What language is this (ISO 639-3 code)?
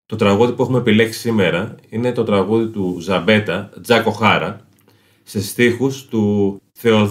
ell